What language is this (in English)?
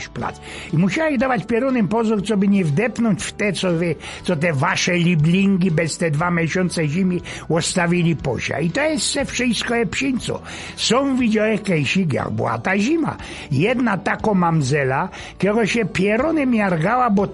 Silesian